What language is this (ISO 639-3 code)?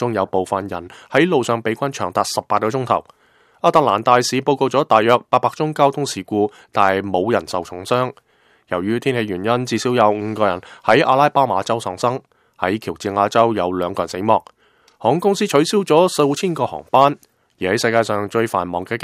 yue